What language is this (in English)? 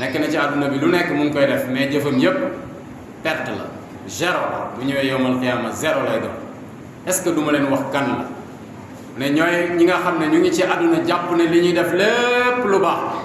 Wolof